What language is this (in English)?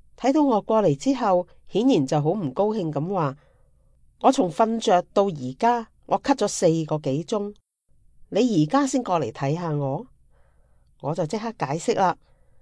Cantonese